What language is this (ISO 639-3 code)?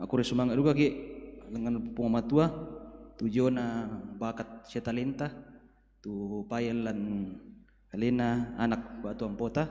sda